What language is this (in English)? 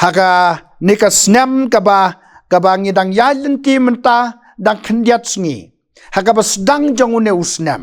Khasi